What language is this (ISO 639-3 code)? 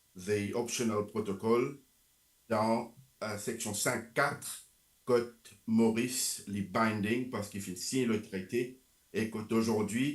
mfe